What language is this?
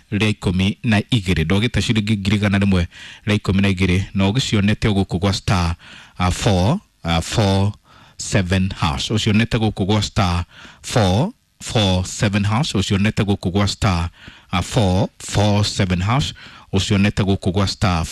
Kikuyu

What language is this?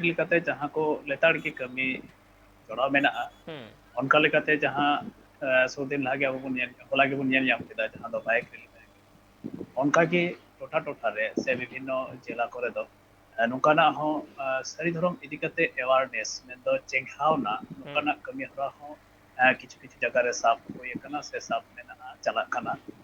Santali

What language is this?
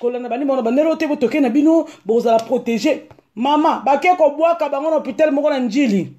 Lingala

